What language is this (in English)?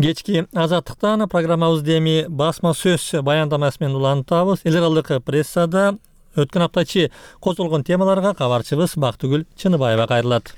Kyrgyz